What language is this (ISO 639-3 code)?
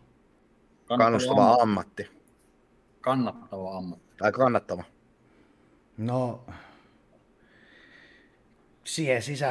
fin